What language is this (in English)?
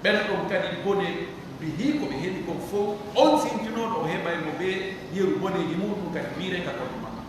Pular